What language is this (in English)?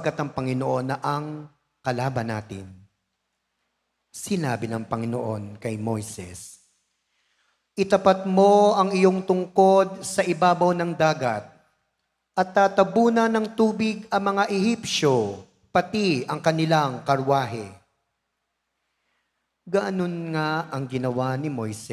Filipino